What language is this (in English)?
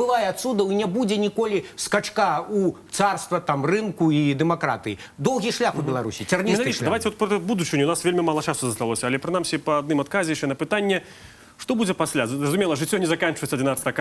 Belarusian